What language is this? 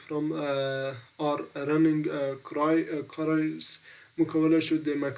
Pashto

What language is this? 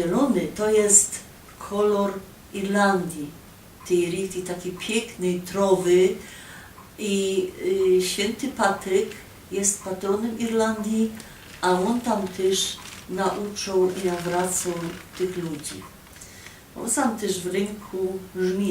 Silesian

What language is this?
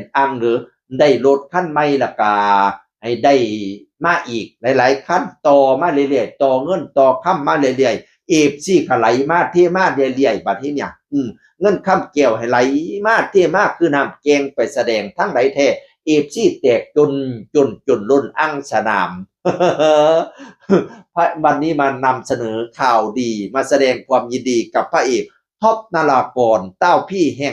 Northeastern Thai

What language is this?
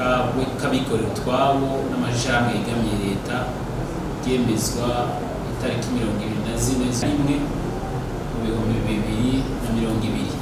Rundi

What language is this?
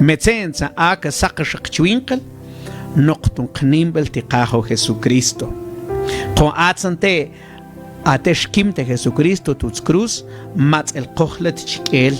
Mam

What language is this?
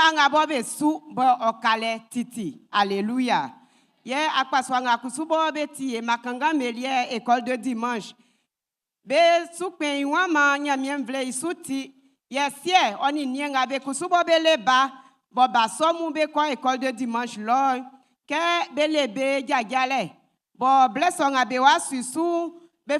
Baoulé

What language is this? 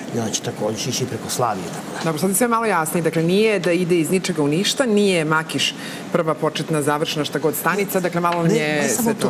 Serbian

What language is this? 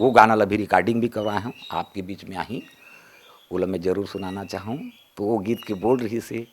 Chhattisgarhi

